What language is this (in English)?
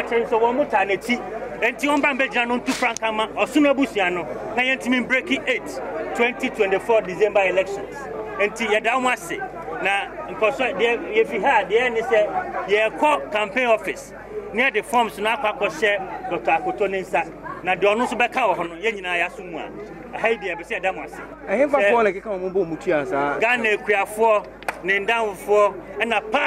Akan